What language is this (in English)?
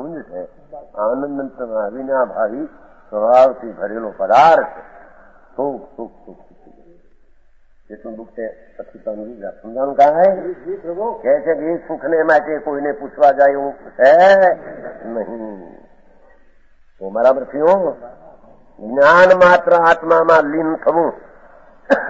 Gujarati